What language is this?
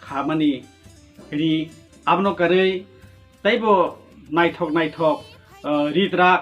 Kok Borok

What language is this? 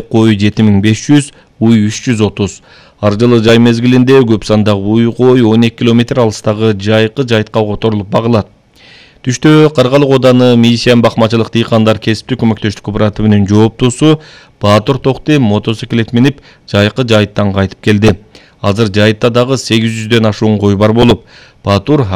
Kyrgyz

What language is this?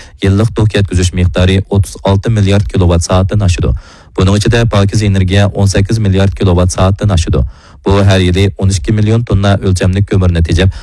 Uyghur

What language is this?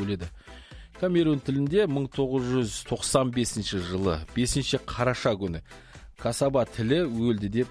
Kazakh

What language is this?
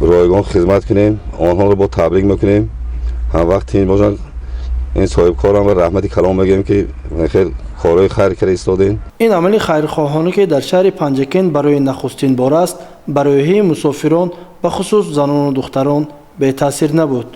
Tajik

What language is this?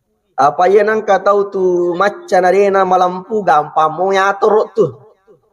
Buginese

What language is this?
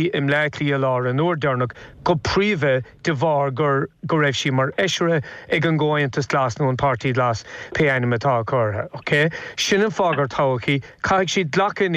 Irish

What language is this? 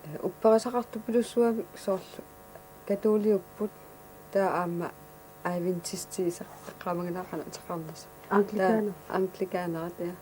Kalaallisut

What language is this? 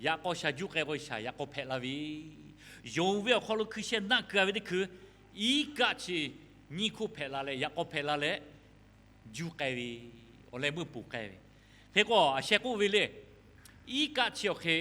Lahu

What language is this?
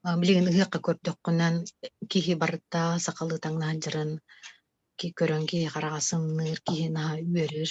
Yakut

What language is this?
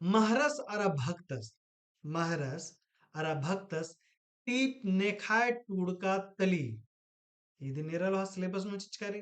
Kurukh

